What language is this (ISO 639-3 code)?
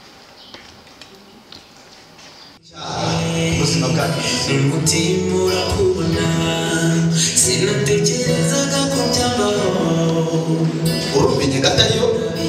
kin